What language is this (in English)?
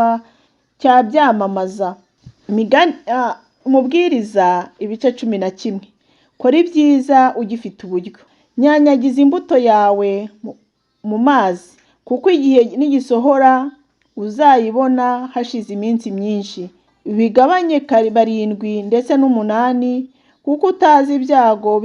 Kinyarwanda